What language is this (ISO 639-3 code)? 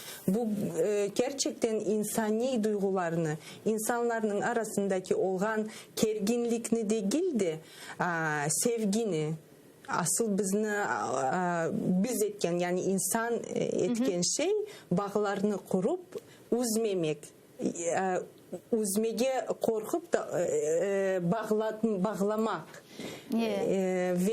crh